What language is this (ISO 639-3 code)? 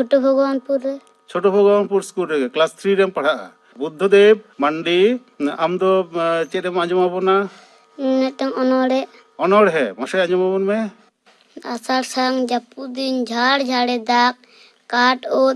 sat